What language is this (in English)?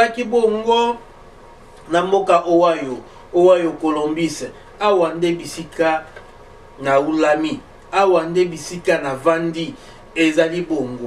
Lingala